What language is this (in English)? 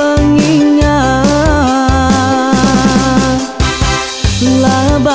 Iban